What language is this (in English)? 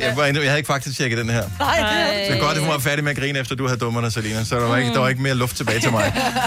Danish